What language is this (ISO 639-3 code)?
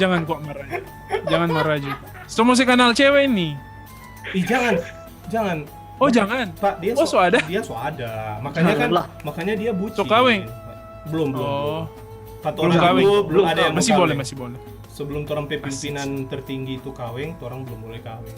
xmm